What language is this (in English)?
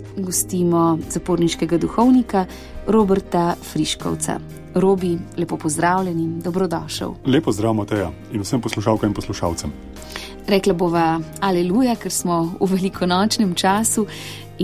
Slovenian